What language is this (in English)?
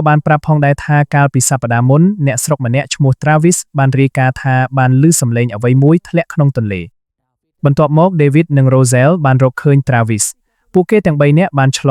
Khmer